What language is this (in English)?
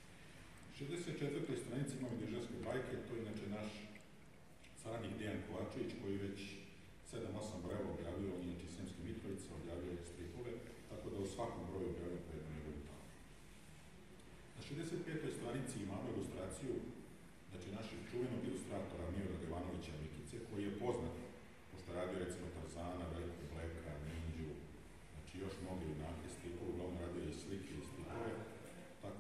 Serbian